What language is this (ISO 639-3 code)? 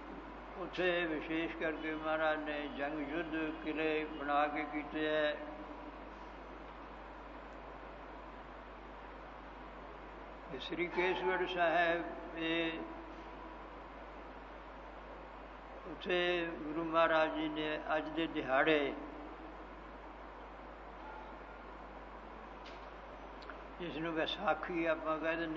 pan